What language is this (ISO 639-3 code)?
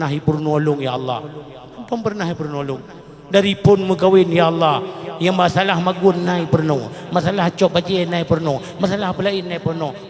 ace